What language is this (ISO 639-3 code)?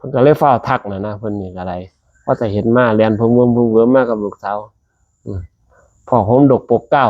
tts